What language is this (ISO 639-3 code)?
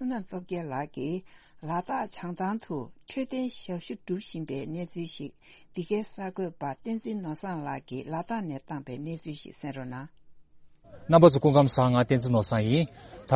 bod